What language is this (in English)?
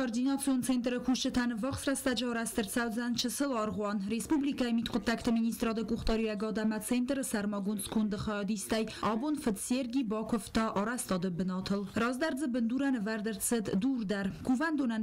Ossetic